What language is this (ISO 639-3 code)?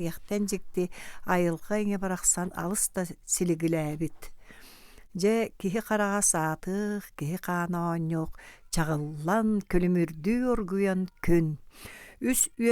sah